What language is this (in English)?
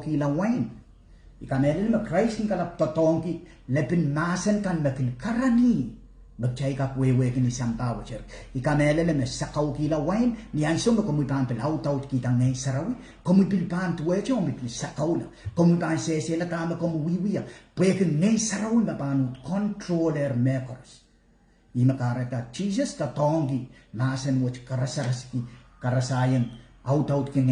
Pohnpeian